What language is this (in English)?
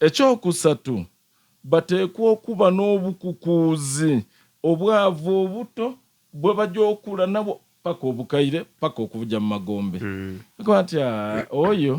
Soga